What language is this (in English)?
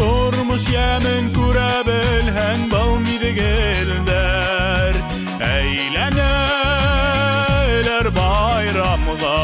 Bashkir